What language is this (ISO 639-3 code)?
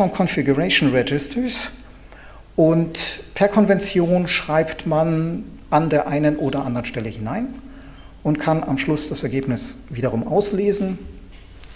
deu